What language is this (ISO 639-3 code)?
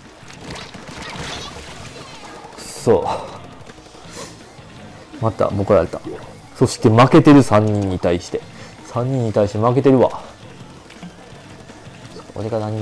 jpn